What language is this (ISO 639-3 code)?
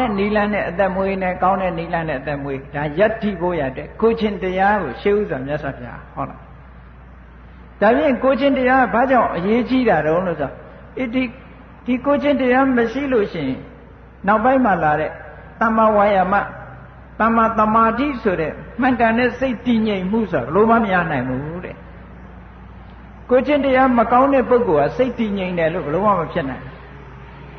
mya